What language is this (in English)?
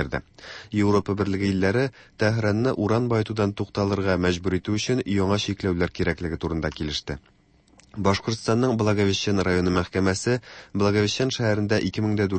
Tatar